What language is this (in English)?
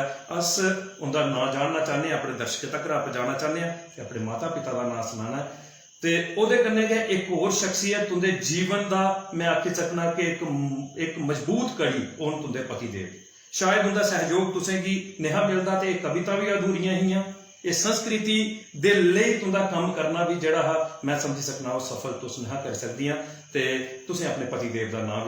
Dogri